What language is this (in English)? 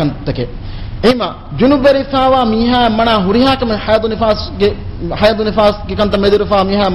Divehi